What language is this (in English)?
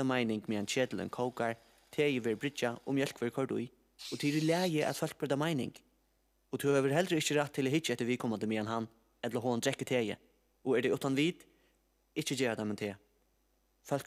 Faroese